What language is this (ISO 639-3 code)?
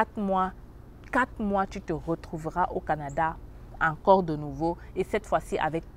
fra